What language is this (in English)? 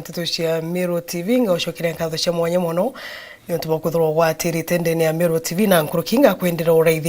Meru